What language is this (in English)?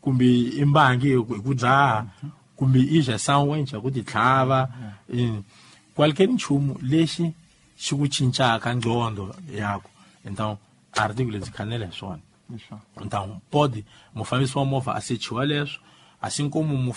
Tsonga